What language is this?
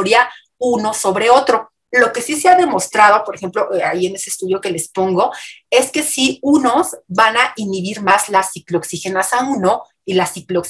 Spanish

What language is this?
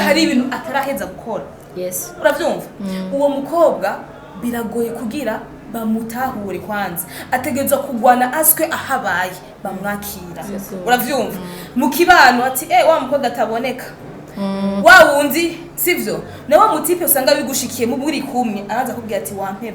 Rundi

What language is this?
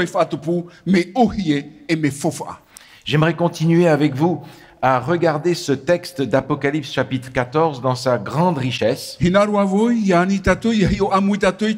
Tahitian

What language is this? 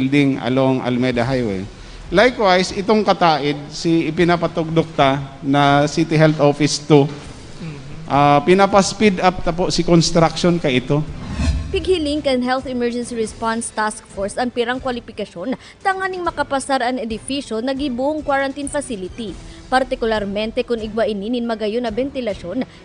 Bikol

